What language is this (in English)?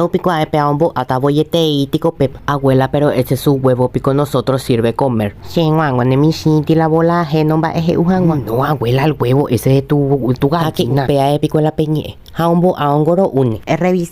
Guarani